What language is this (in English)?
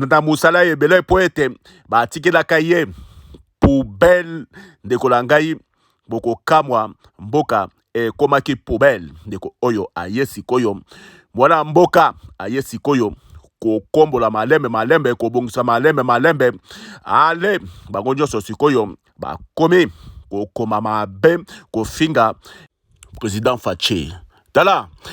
Lingala